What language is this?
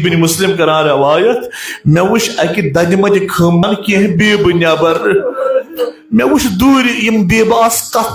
Kashmiri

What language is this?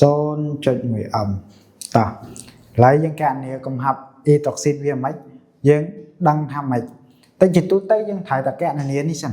Khmer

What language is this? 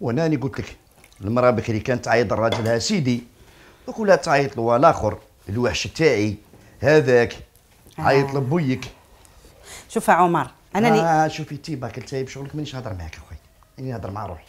Algerian Arabic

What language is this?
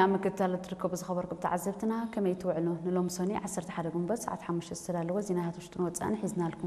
Tigrinya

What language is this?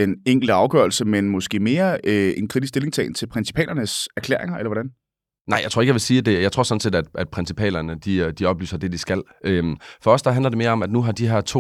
Danish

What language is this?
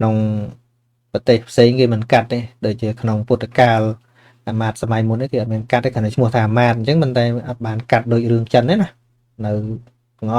Khmer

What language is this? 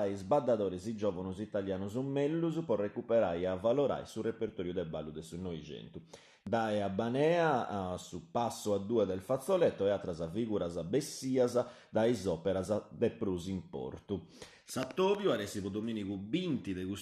Sardinian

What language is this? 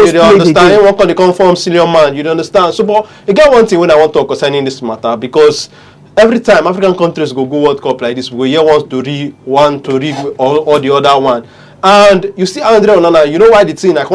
Nigerian Pidgin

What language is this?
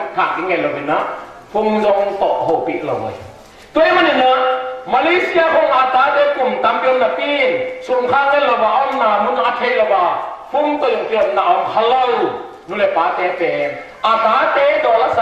Tedim Chin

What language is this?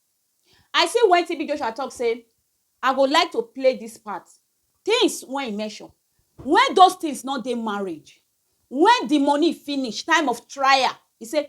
Nigerian Pidgin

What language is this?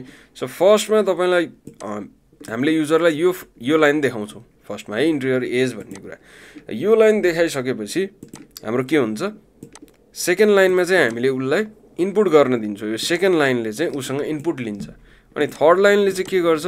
Nepali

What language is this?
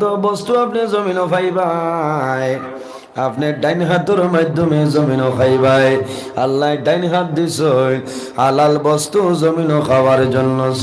Sylheti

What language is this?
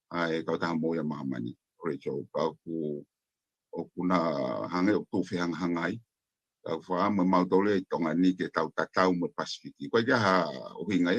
Tongan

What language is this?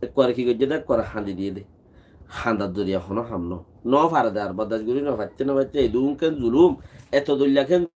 Rohingya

